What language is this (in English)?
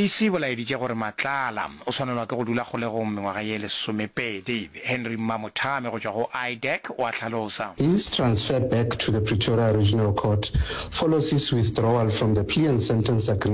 Northern Sotho